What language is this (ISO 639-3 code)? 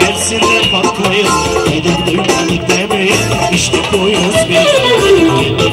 tur